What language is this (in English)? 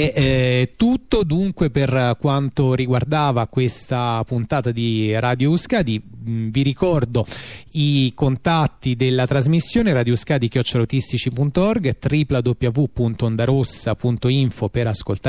Italian